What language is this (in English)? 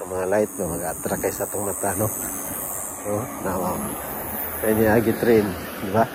Cebuano